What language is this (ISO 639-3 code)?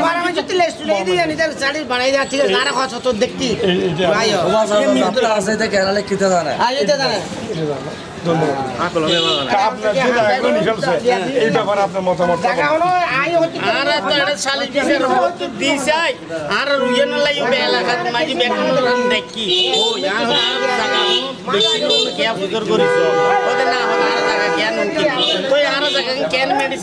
ben